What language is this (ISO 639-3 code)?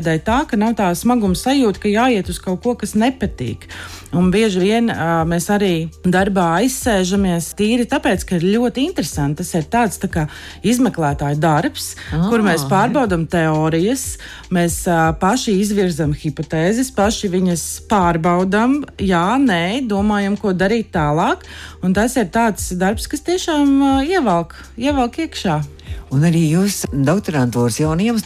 lav